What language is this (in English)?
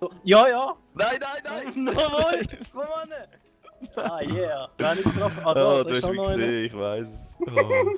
Swiss German